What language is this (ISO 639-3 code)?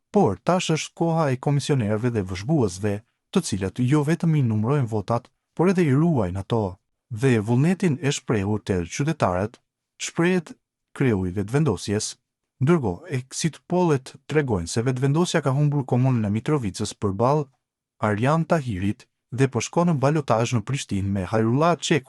sqi